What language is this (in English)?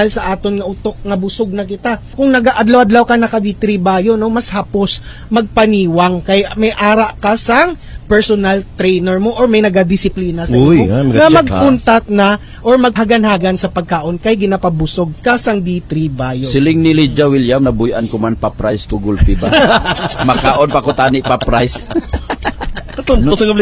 Hiligaynon